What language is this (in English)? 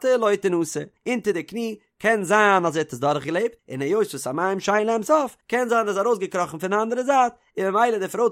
Yiddish